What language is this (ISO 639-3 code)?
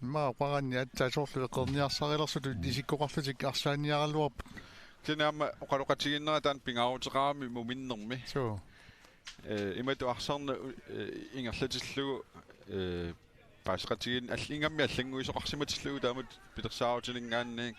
kal